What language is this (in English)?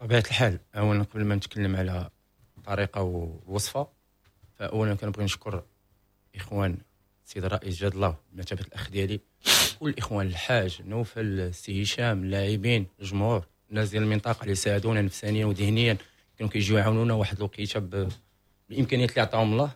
Moroccan Arabic